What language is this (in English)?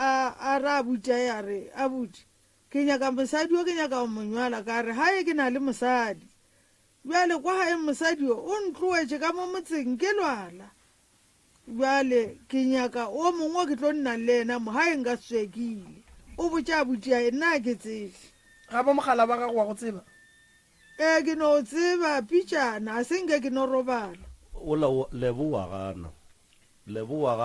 Northern Sotho